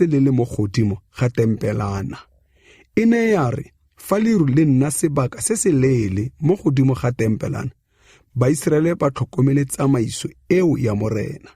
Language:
Tswana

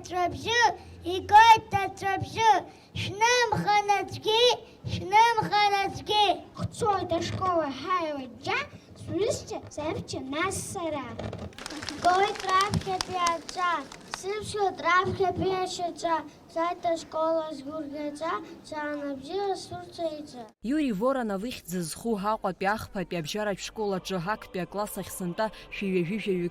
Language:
Abkhazian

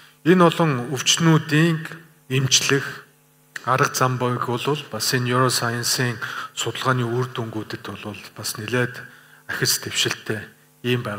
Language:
Mongolian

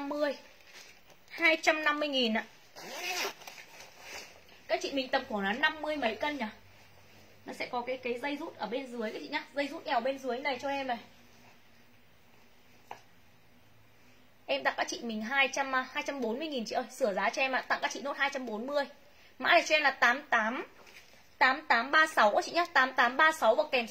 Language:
Vietnamese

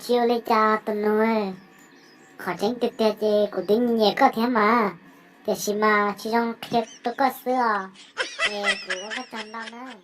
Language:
Hmong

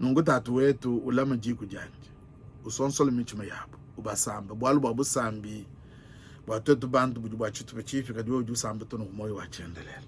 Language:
Luba-Lulua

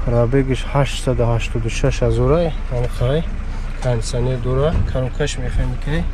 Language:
Tajik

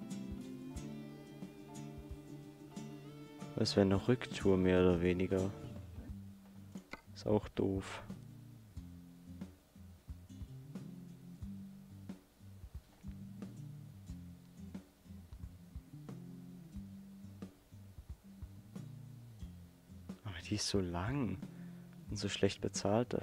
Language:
German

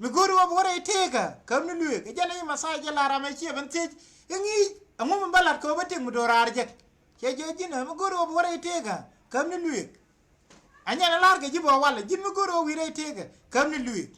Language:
Nuer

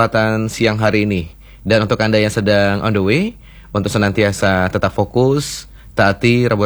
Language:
Indonesian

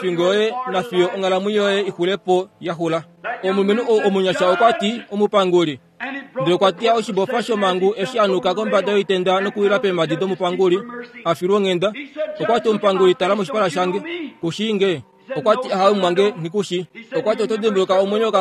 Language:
Kuanyama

